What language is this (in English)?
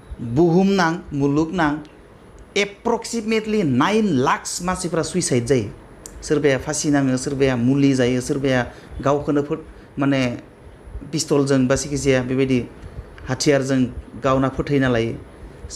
Bodo